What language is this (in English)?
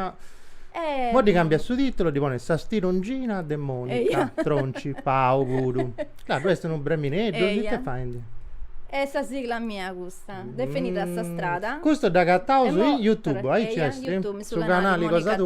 Sardinian